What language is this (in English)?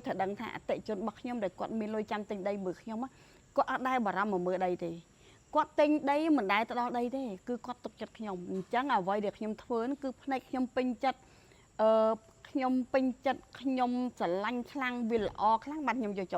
Khmer